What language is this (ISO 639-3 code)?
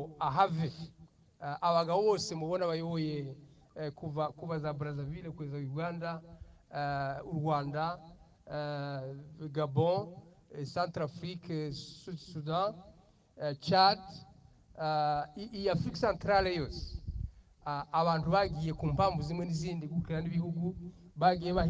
kin